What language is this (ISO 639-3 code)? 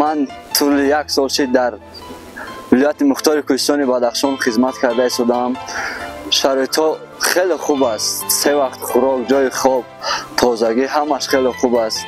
tgk